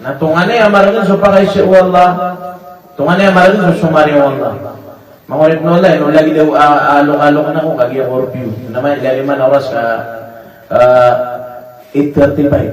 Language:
Maranao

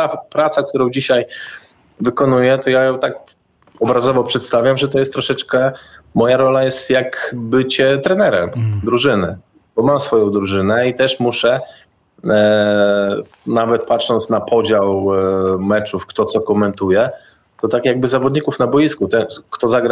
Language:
Polish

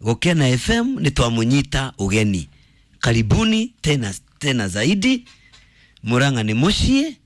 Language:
Kikuyu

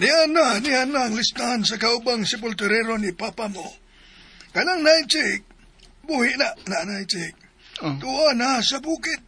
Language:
Cebuano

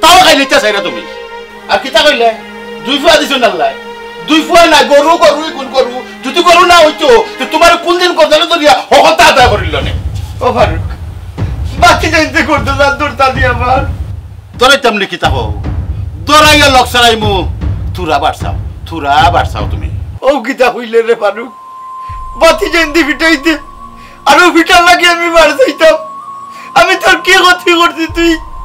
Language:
Sylheti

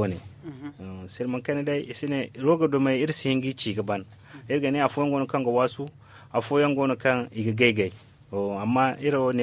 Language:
Zarma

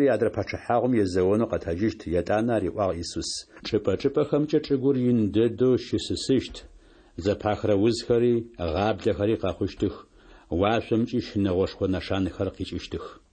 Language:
Adyghe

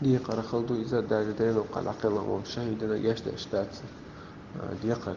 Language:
Chechen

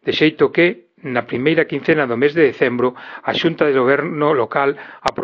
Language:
Galician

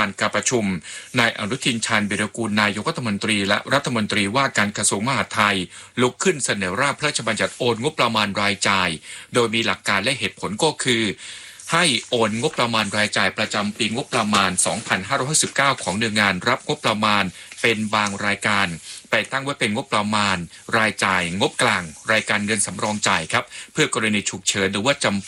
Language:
Thai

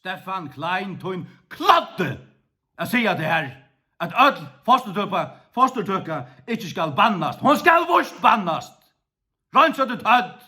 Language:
Faroese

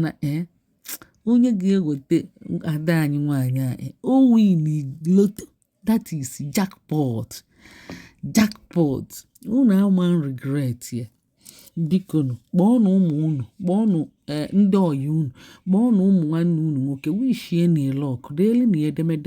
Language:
Igbo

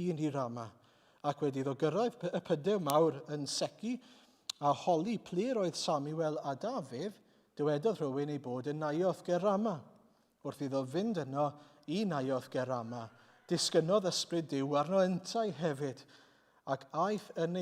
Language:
Welsh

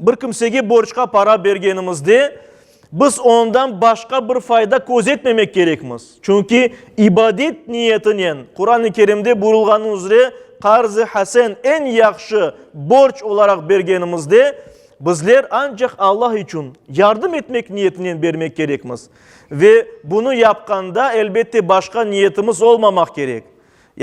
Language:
Crimean Tatar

